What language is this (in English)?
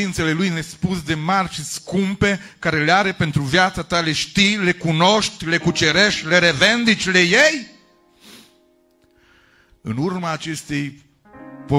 Romanian